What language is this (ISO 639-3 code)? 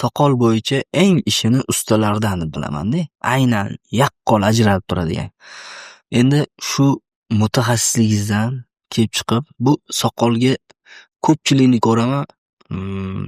uzb